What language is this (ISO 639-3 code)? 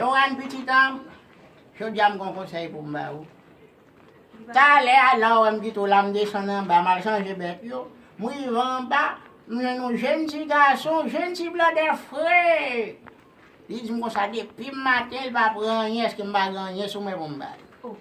hat